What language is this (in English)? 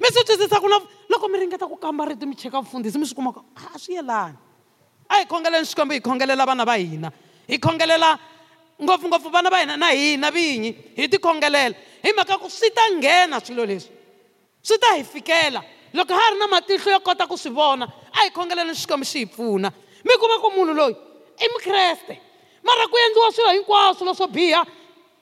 Tsonga